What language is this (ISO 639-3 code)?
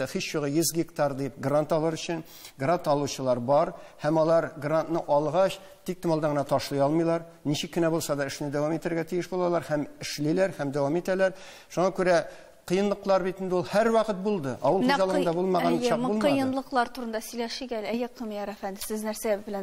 tat